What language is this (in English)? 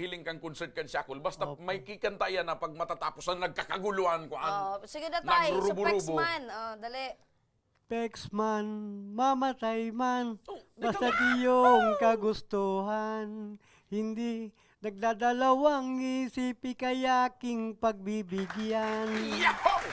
Bikol